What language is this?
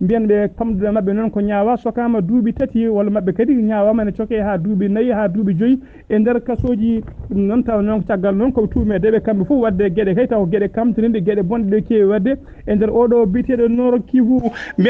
Fula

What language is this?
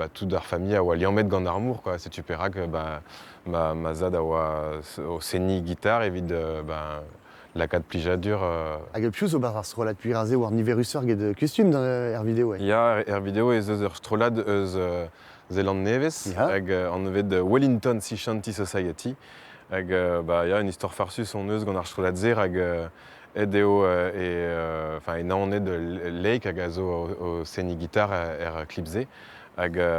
Breton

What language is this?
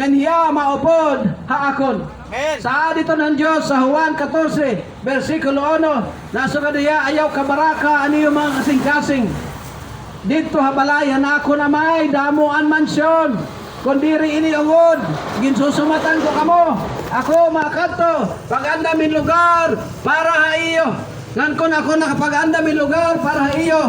Waray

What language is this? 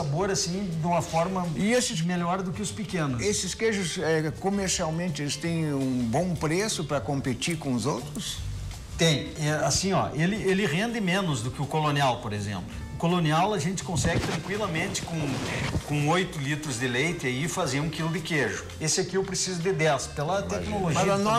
Portuguese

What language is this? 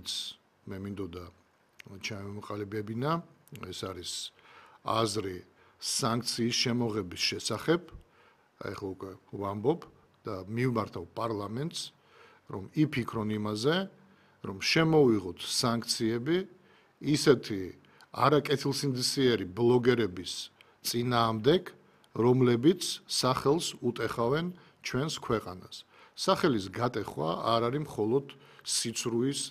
Georgian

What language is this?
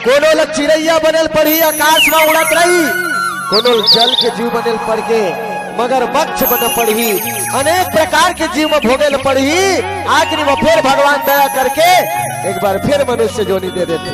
Chhattisgarhi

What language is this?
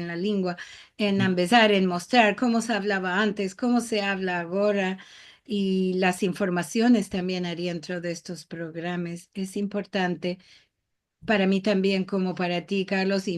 Ladino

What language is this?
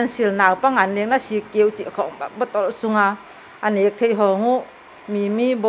Paite Chin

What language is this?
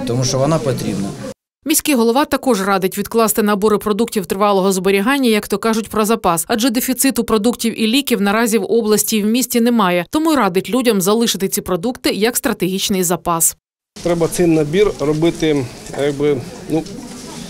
Ukrainian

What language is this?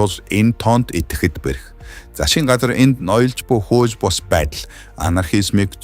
Mongolian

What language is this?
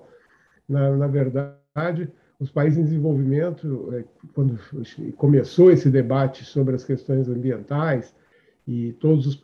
Portuguese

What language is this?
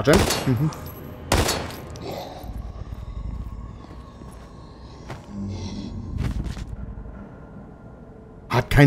German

